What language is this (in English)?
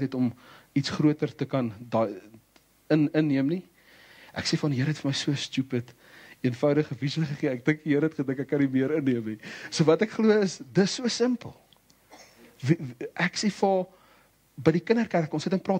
Afrikaans